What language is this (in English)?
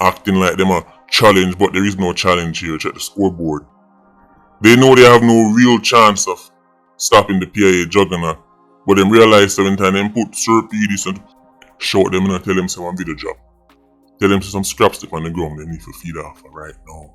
Jamaican Creole English